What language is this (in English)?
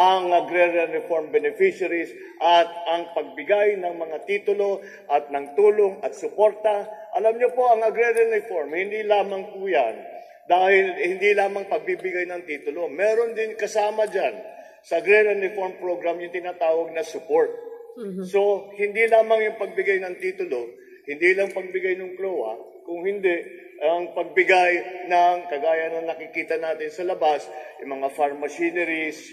Filipino